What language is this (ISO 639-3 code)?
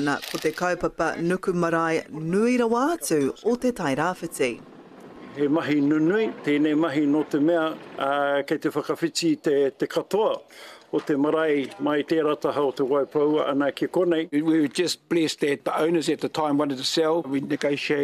mri